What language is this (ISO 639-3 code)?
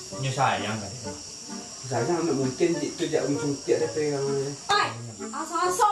min